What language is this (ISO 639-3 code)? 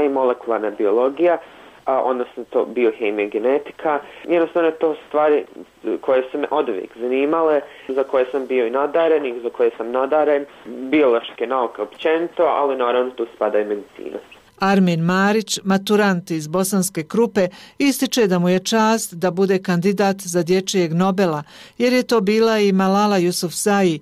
bos